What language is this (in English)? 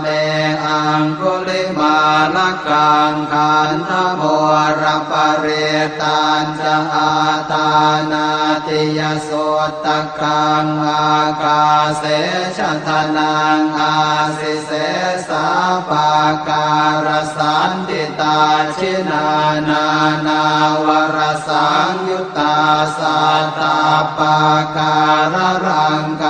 Pali